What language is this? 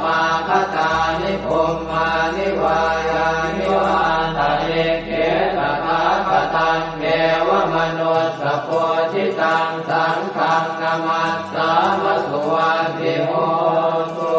Pali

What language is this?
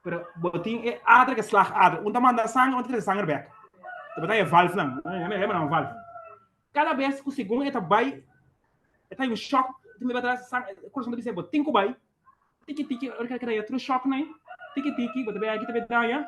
Papiamento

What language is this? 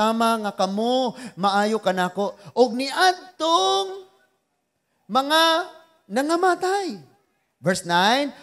Cebuano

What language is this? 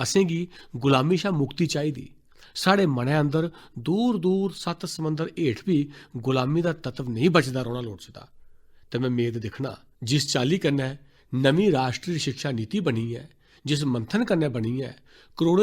Dogri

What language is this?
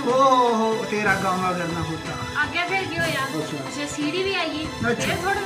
Dogri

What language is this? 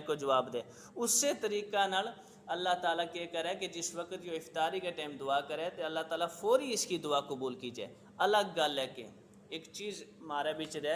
Gujari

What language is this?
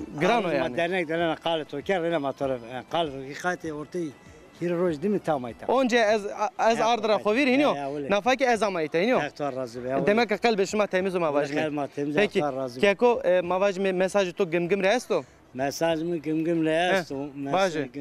Zaza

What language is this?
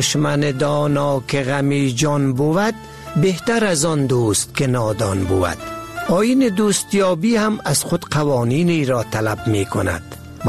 Persian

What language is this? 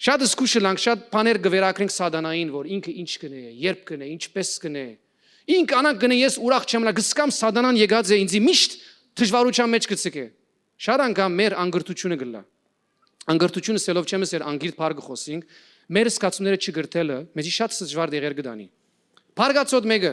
Western Armenian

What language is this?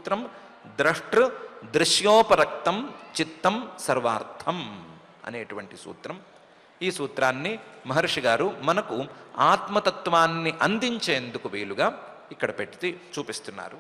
Telugu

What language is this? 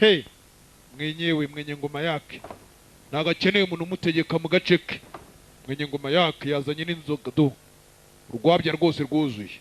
Kinyarwanda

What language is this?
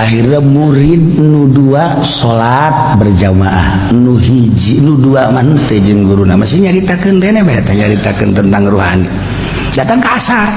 Sundanese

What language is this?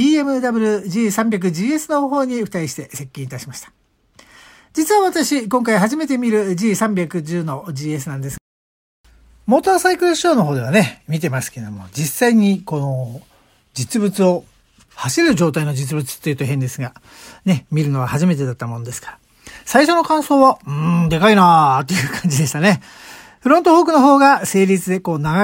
Japanese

